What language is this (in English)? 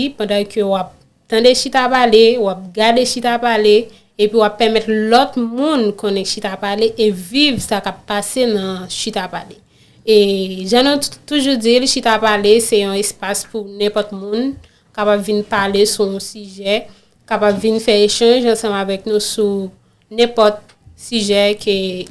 Haitian Creole